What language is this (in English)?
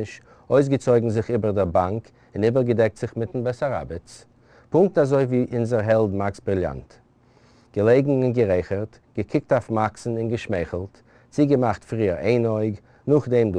Yiddish